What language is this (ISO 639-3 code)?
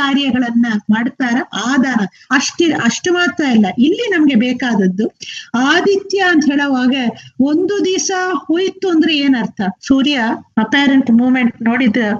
kan